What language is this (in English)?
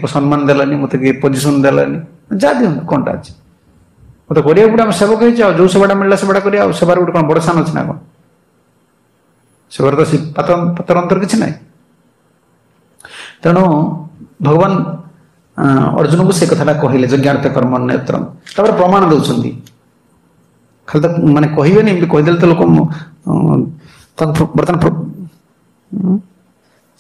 Odia